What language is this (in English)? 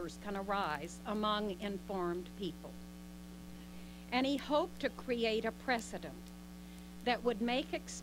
English